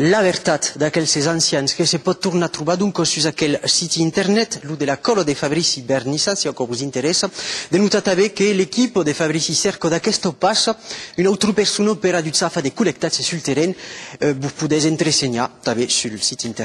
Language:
Occitan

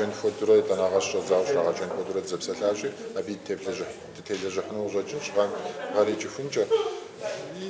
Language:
Kabardian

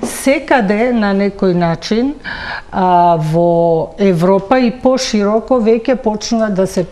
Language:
Macedonian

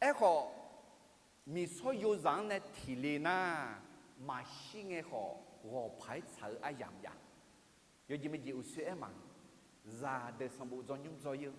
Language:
Akha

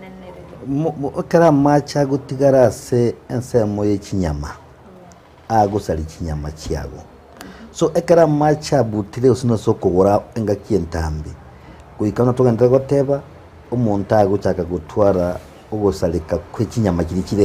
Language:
Gusii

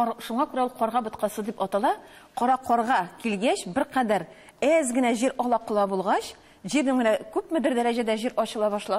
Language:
Tatar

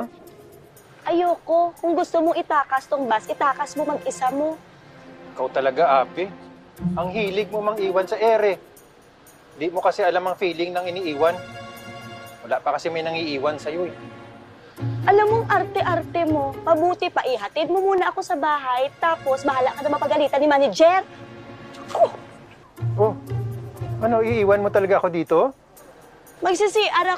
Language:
Filipino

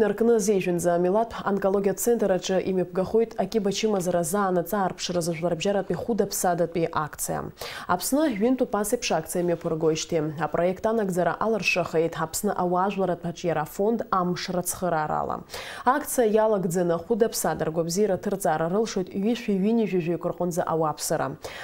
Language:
Abkhazian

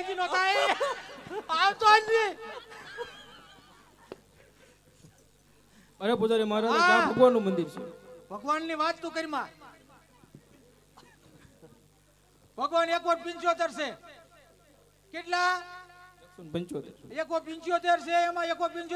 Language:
Gujarati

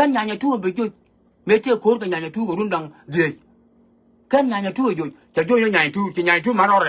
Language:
Nuer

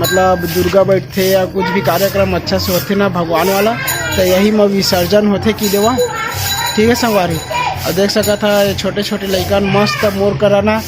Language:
Chhattisgarhi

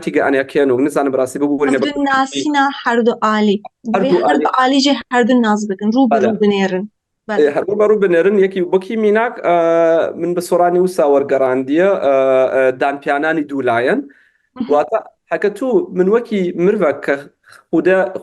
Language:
Kurdish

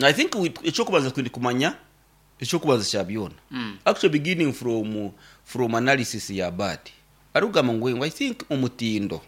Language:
Nyankole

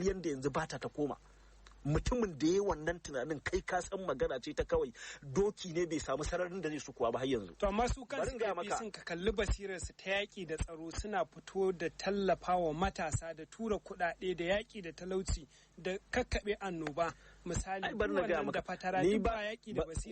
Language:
Hausa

